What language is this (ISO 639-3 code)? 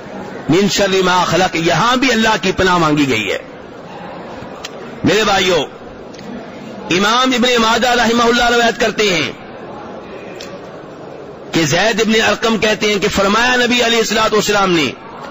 urd